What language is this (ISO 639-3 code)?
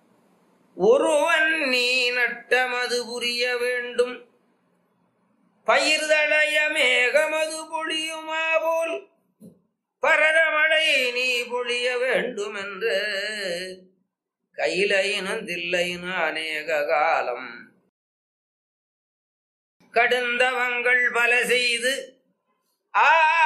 tam